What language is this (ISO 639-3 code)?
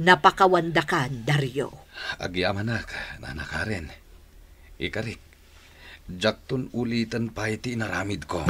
ilo